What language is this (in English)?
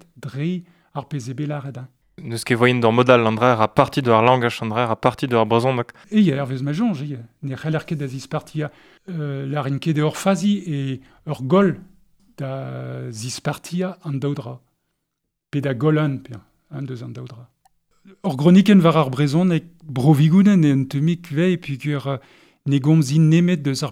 Breton